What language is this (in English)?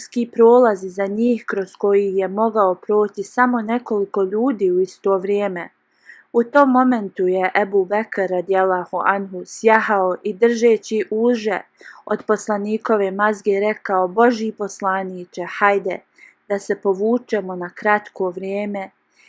Bosnian